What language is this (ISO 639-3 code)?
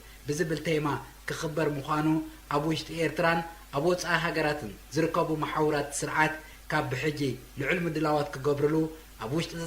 tir